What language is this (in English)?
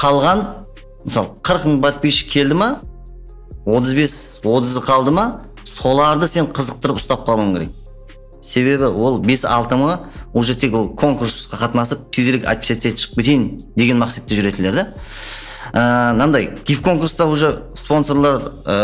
Kara-Kalpak